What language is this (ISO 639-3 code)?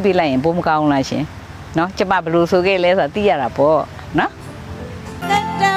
mya